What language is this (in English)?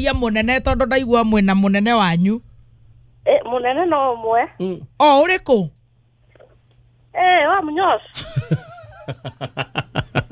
Kikuyu